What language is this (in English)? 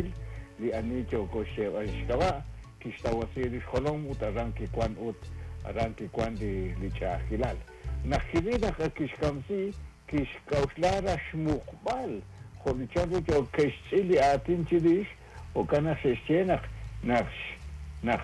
Kekchí